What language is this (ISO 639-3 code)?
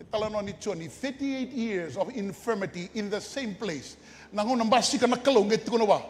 fij